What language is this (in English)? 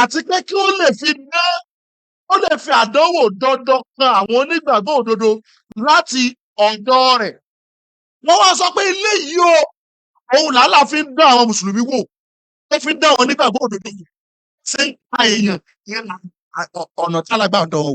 Yoruba